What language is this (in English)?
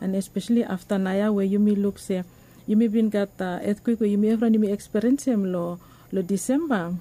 Bislama